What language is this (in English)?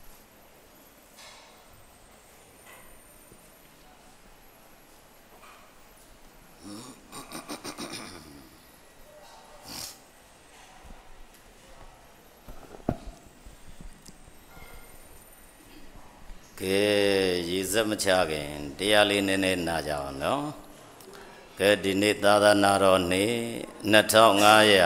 Burmese